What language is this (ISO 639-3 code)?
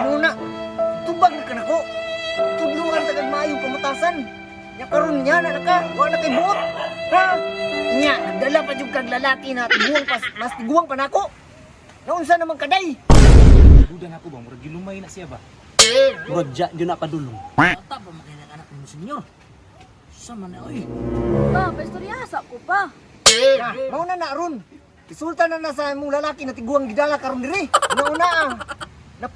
ceb